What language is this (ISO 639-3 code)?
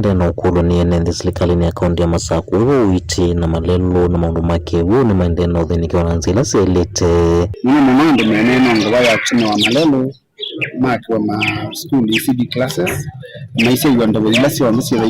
kam